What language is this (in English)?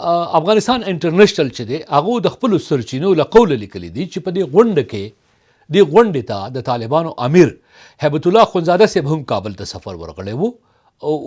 Pashto